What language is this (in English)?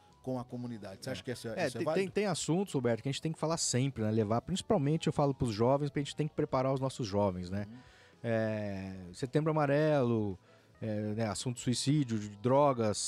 Portuguese